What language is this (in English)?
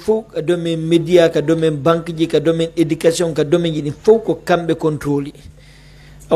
Pular